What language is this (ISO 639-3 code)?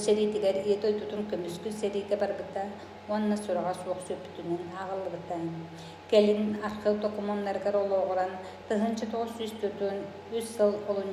sah